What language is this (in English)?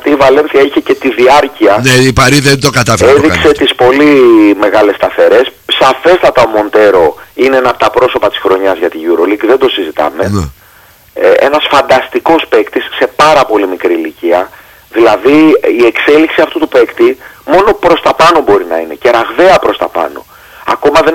Greek